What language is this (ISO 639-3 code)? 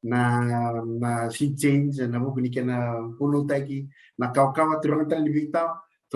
fij